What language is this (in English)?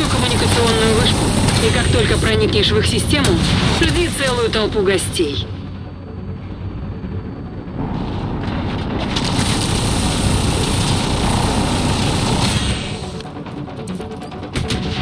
Russian